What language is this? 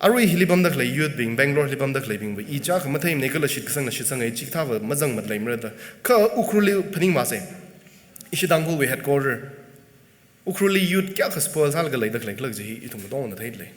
Tangkhul Naga (India)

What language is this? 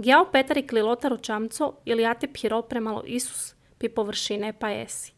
Serbian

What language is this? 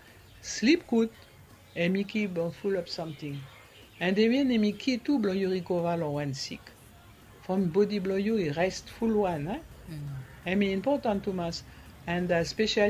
Bislama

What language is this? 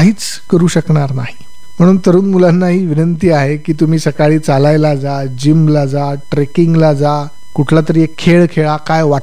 Marathi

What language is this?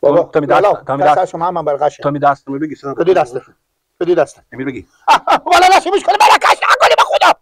Persian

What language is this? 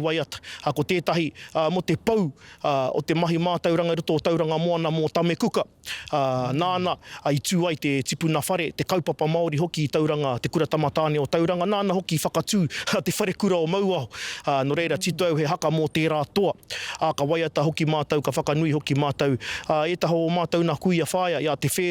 Māori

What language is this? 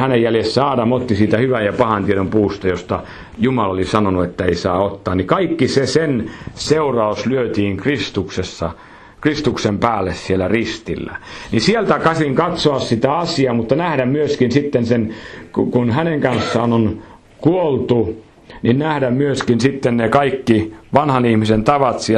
Finnish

